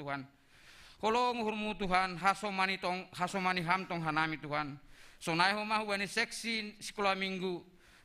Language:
Batak Simalungun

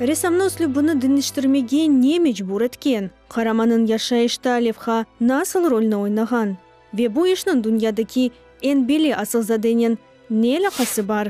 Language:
Crimean Tatar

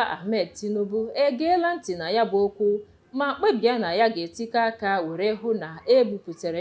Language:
Igbo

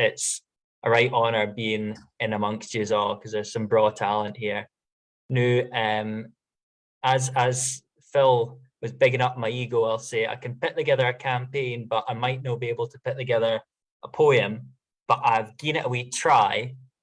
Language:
Scots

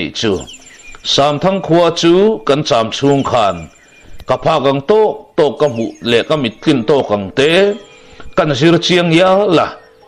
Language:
Mizo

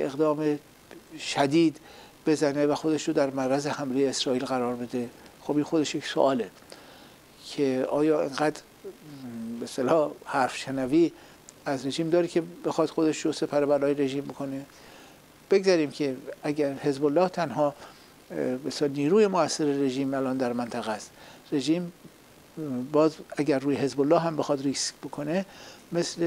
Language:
Persian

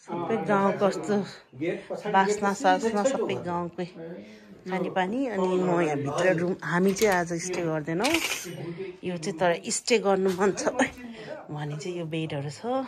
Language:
Nepali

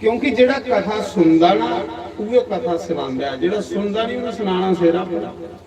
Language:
Dogri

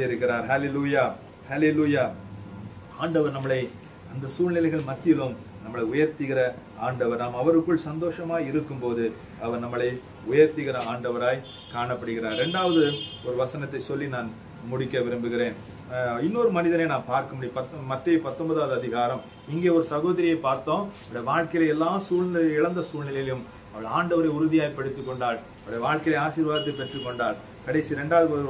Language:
Tamil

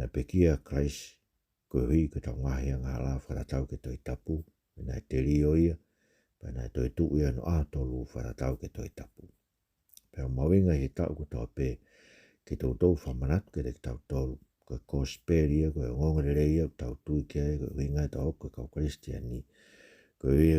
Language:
Tongan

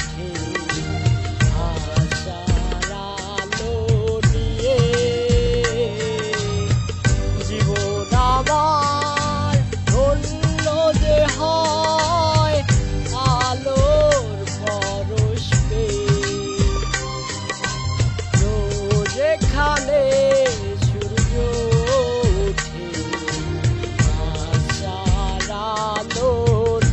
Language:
Bangla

